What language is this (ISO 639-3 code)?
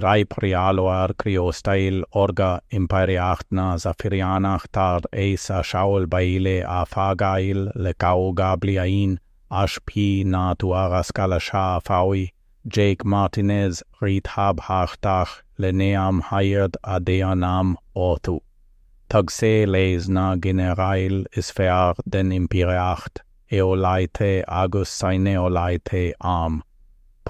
gle